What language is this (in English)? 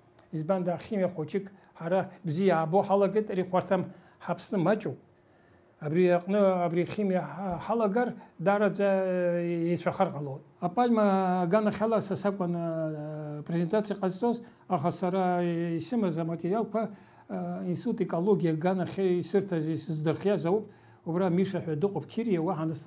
Abkhazian